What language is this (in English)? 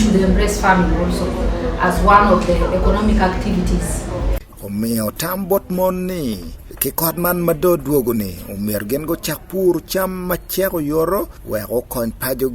Acoli